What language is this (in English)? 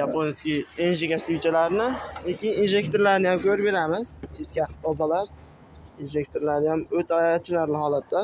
Uzbek